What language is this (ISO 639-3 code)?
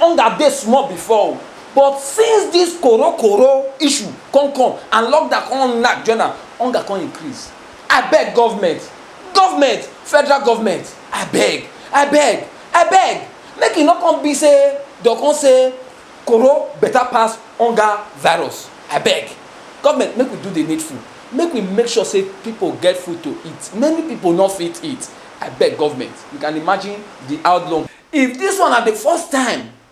pcm